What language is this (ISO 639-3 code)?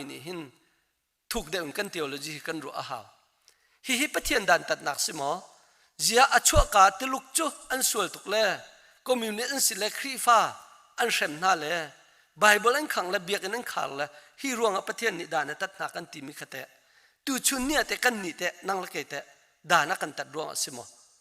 cnh